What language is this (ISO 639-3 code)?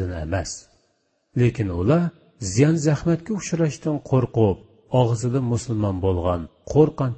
uig